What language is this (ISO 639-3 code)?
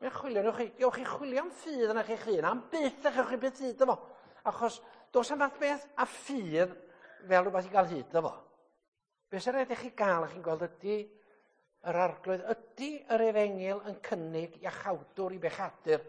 cym